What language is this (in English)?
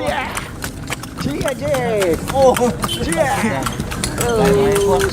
Manado Malay